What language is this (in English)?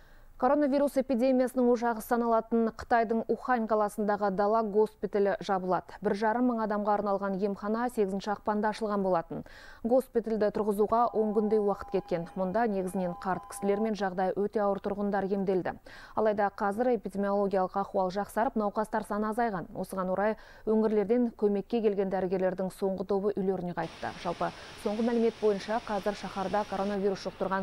Kazakh